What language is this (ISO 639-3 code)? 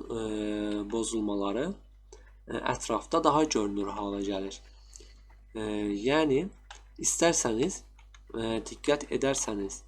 aze